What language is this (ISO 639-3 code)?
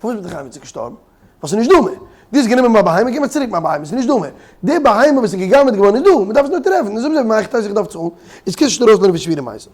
yid